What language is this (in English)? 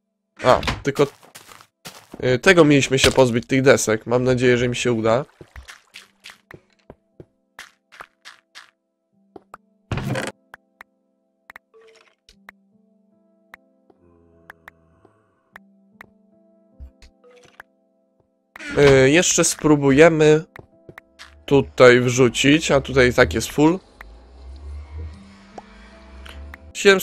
Polish